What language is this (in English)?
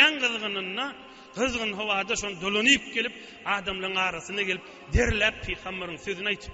Turkmen